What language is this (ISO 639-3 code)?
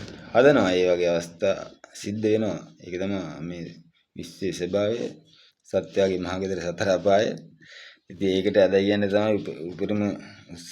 sin